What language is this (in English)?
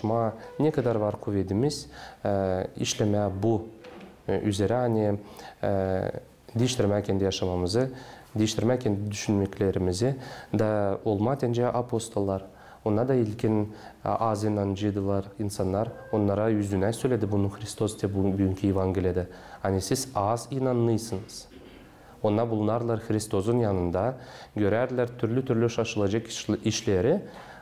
Gagauz